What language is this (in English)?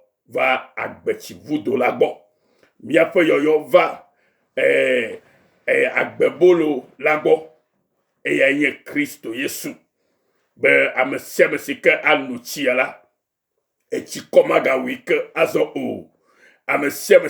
Ewe